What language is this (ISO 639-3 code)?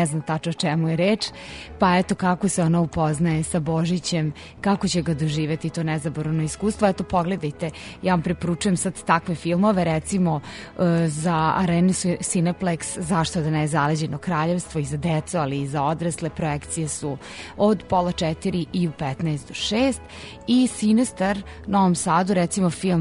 srp